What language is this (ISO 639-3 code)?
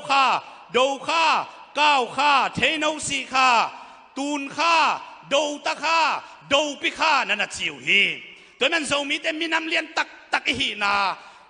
ctd